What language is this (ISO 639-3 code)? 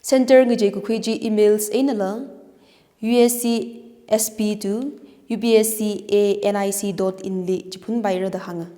nmf